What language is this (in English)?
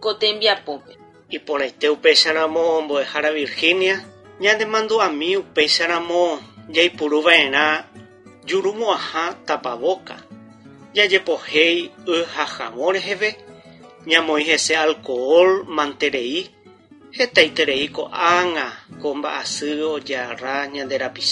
Guarani